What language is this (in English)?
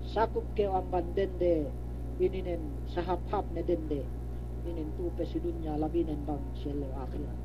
Yakan